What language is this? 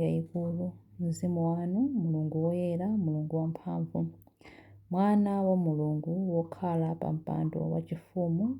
Nyanja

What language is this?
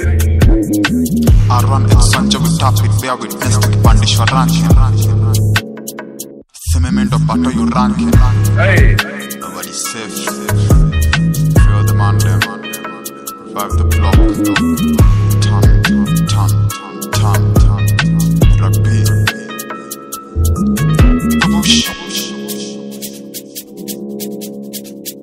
Swahili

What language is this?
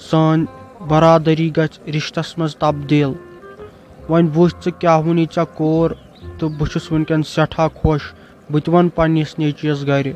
Kashmiri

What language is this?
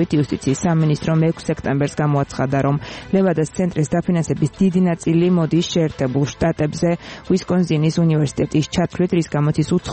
Georgian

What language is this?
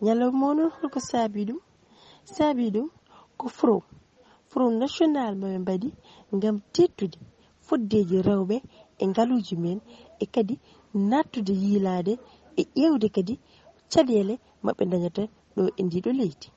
Fula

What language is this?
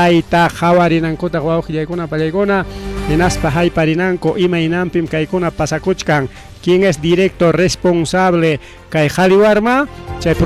Ayacucho Quechua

